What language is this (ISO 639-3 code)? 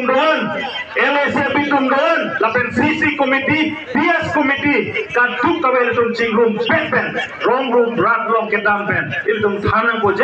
mjw